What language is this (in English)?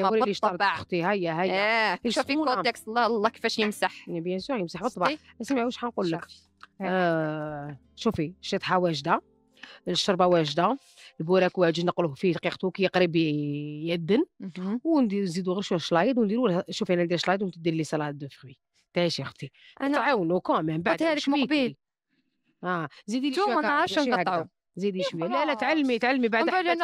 Algerian Arabic